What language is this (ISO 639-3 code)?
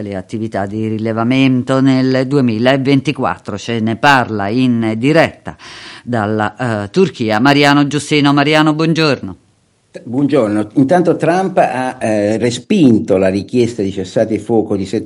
ita